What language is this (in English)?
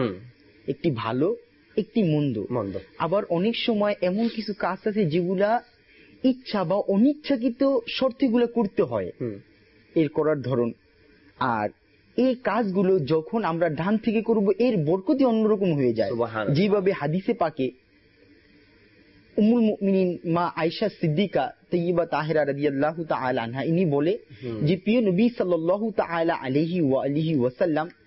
Bangla